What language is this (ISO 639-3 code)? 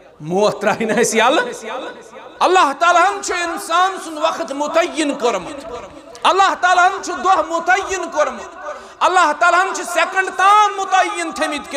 kas